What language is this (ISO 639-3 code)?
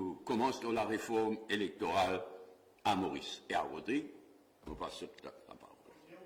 mfe